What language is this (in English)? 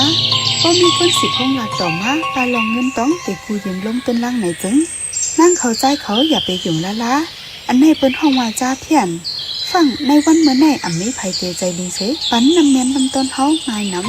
Shan